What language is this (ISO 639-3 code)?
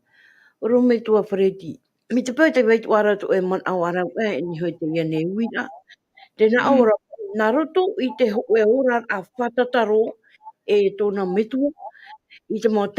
tah